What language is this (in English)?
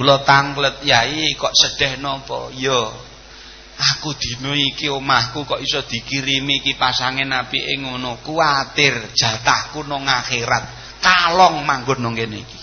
Javanese